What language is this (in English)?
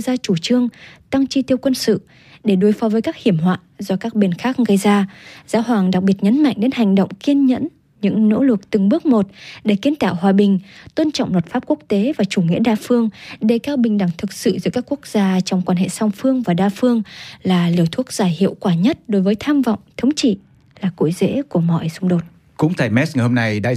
Vietnamese